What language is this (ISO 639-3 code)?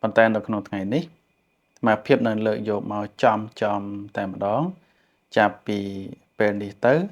khm